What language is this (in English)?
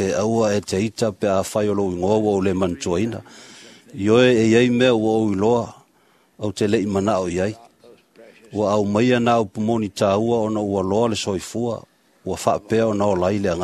Samoan